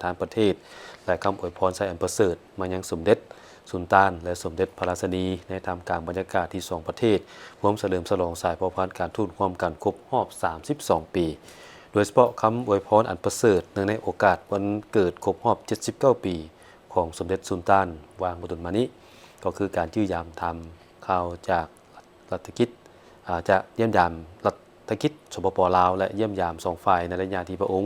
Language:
Lao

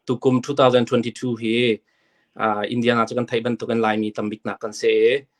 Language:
Hakha Chin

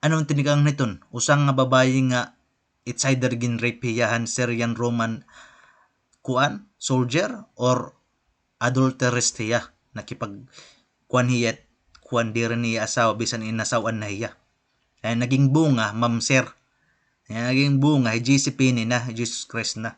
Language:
Waray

